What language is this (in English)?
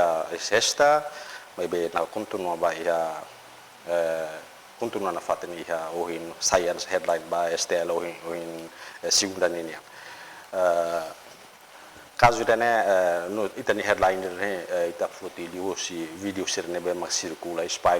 Tetum